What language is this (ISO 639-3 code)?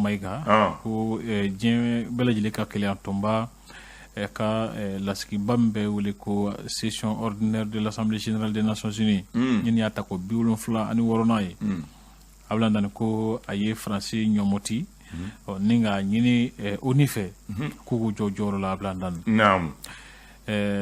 bam